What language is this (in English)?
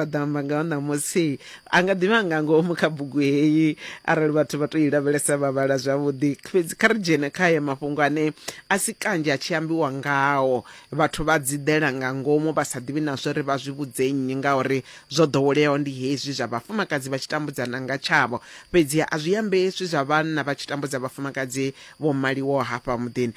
Venda